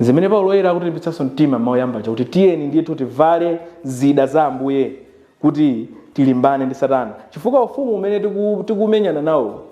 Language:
Nyanja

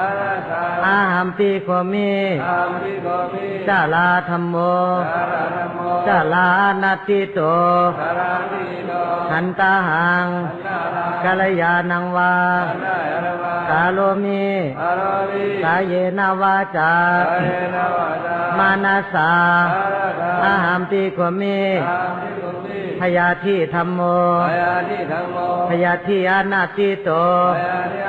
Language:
Shan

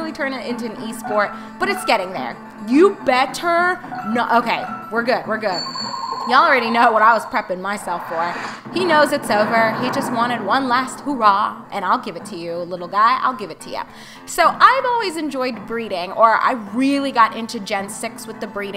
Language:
English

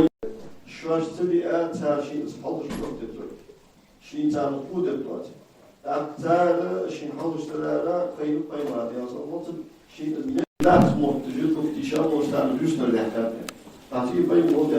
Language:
Ingush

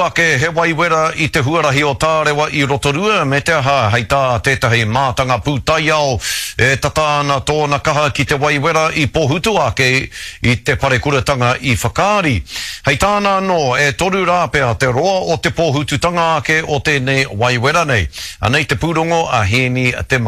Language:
Māori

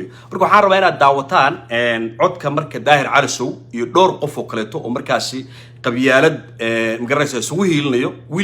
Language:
Somali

